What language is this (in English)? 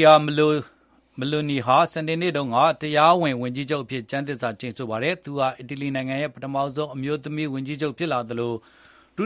Burmese